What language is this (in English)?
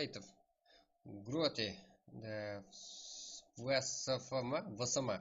Kara-Kalpak